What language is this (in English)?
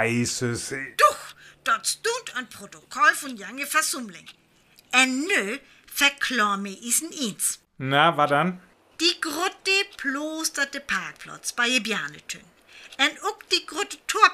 Northern Frisian